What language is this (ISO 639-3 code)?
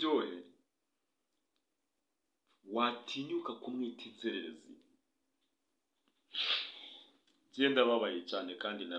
kin